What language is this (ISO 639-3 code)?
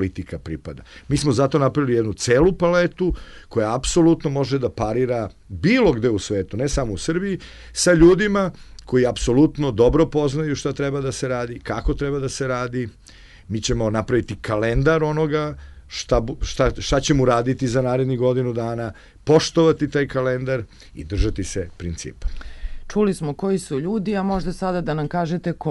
srp